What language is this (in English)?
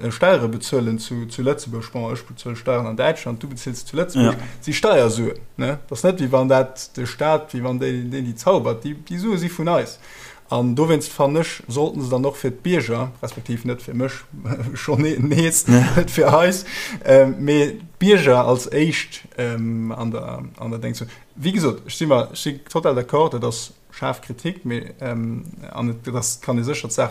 Luxembourgish